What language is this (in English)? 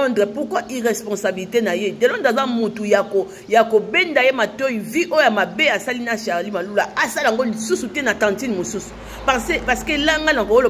Lingala